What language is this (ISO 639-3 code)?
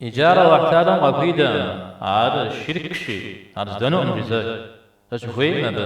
kbd